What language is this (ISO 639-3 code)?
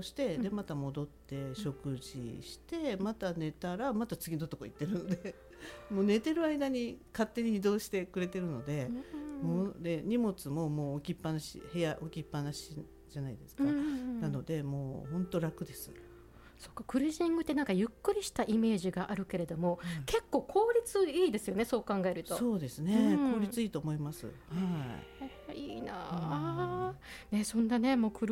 jpn